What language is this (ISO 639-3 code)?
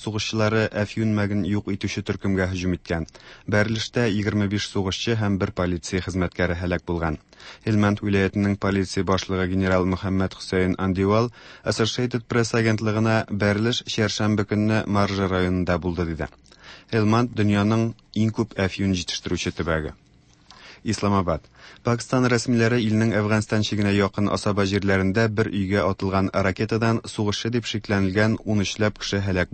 tat